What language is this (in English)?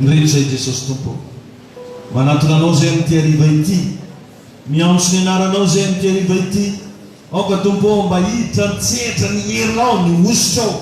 Malagasy